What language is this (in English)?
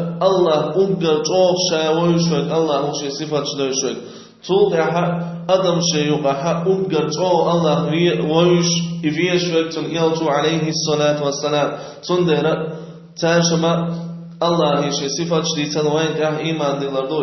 Chechen